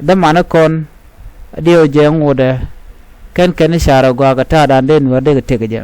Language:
Nuer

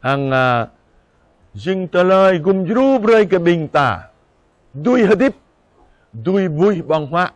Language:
Jarai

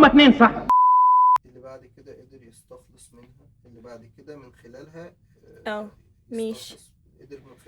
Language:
Egyptian Arabic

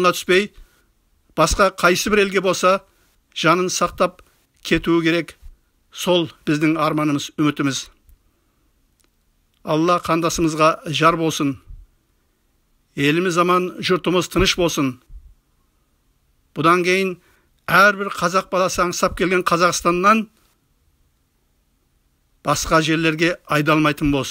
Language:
Kazakh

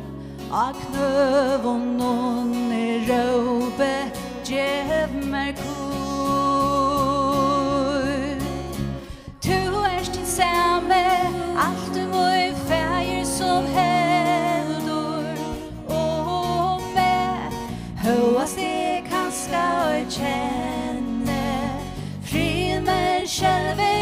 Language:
Faroese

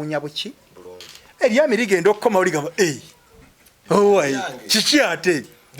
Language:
Ganda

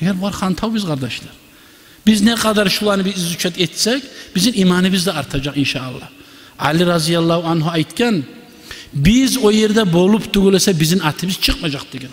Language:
Kumyk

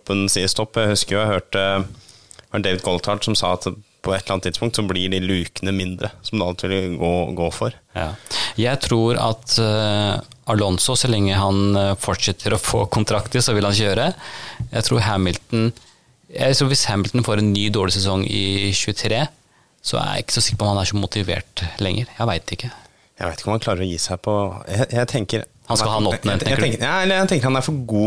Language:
Norwegian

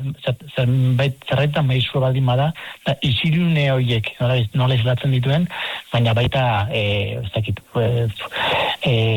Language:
Basque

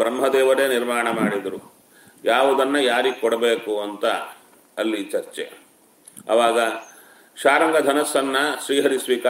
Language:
Kannada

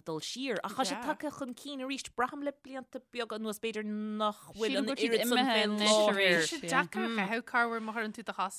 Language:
Irish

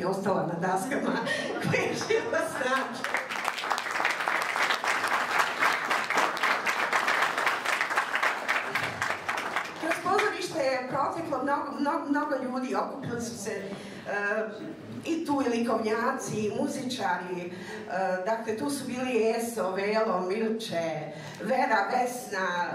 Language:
Bosnian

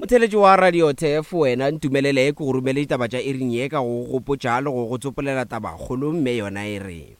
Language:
Northern Sotho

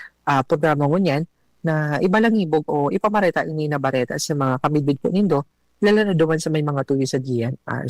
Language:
Bikol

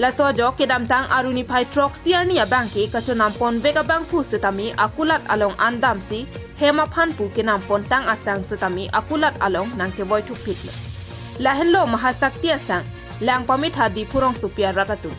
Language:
Karbi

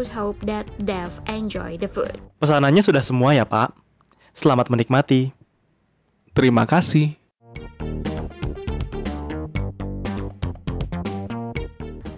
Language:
Indonesian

